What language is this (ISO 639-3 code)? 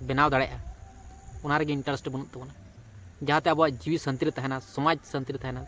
sat